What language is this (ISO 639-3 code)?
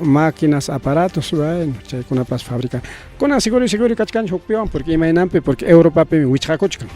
quy